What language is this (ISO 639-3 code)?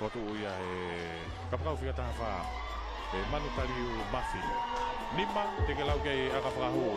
ton